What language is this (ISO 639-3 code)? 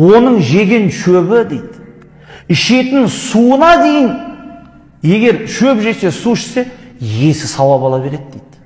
kaz